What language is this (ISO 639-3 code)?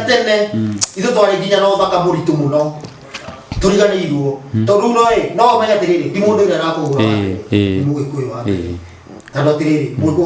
kik